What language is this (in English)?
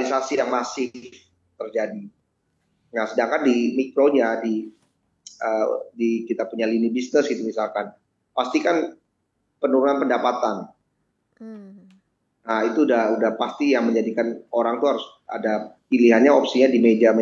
Indonesian